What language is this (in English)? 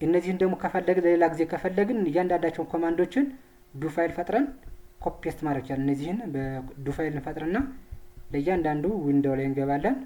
Amharic